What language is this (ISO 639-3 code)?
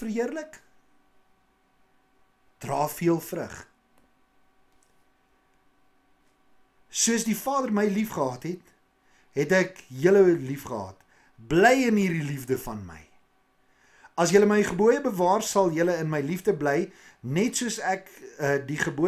afr